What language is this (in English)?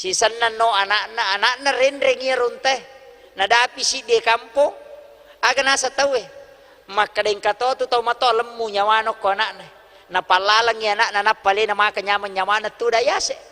Buginese